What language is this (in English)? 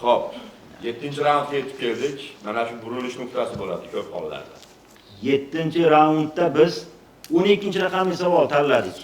Uzbek